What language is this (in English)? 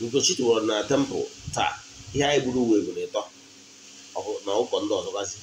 Igbo